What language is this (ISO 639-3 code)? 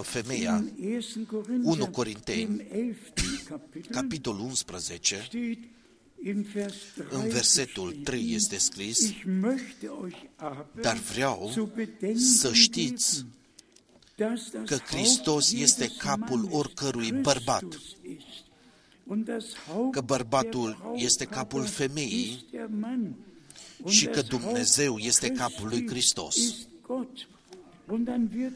ron